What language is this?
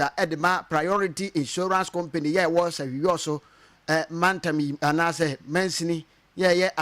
Akan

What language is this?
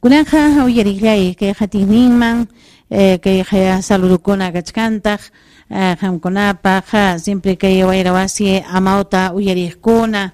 Ayacucho Quechua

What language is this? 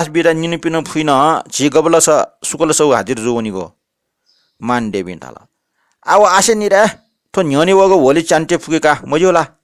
Newari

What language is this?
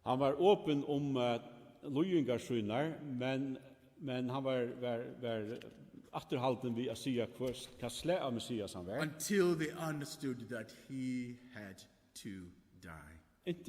Faroese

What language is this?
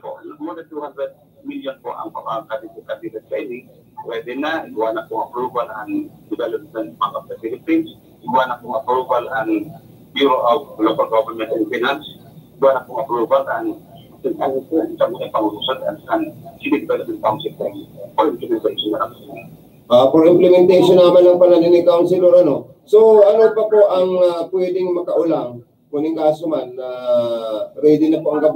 Bikol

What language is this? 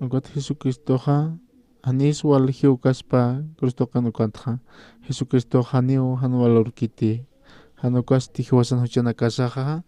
Aymara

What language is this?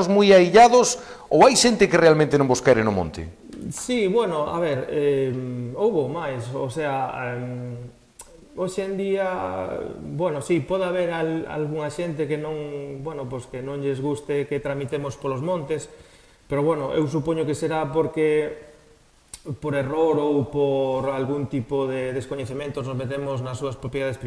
Galician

